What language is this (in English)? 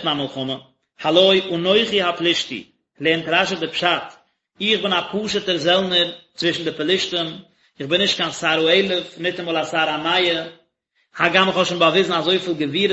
Yiddish